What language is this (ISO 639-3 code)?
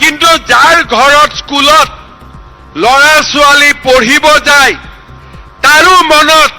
asm